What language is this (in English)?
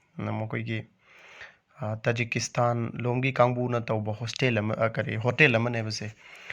Manipuri